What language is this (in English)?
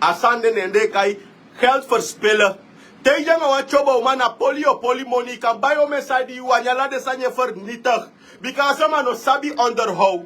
Sranan Tongo